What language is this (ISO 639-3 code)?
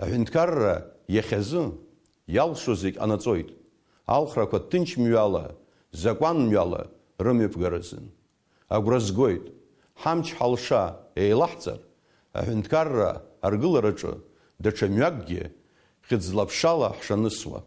abk